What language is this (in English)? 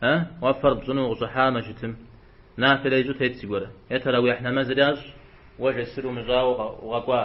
Kabardian